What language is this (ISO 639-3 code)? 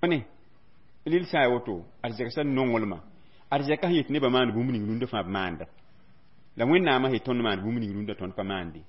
mos